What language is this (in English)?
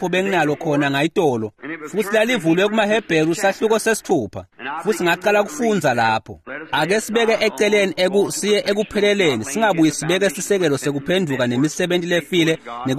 Swati